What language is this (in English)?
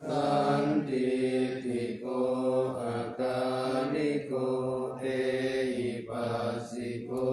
Pali